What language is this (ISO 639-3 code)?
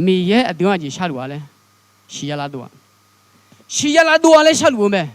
ahk